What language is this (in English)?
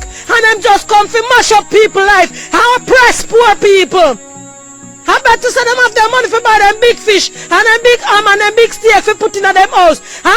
Jamaican Creole English